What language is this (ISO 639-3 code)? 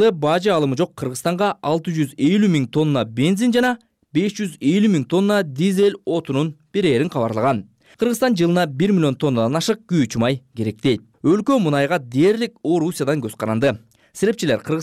kir